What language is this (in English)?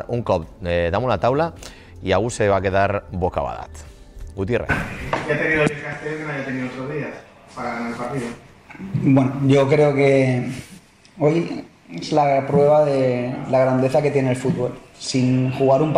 Catalan